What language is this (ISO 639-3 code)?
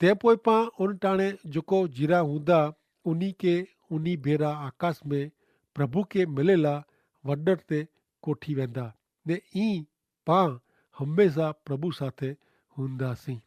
kfr